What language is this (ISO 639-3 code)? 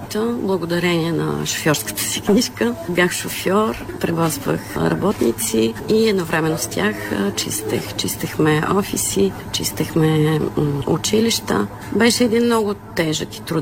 bul